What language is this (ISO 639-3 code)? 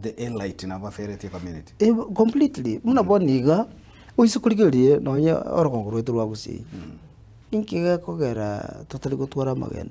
guz